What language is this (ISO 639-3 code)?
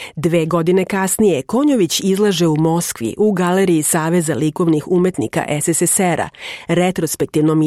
srp